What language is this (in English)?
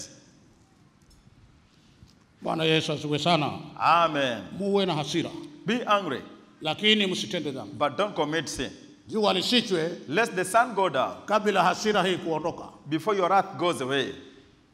Swahili